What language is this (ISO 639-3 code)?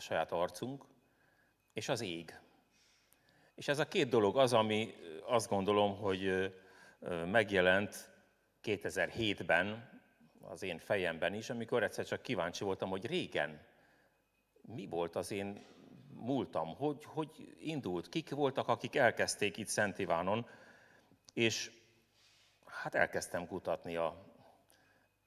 hun